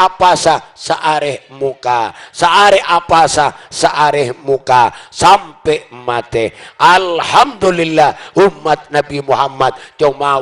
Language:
Madurese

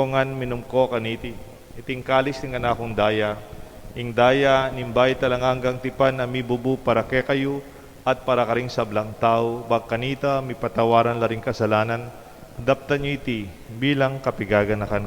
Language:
Pampanga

